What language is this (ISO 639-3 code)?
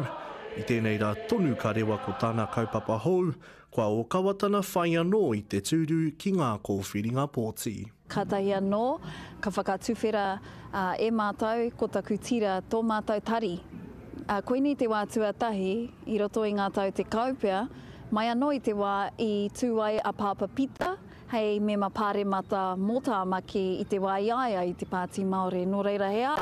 mri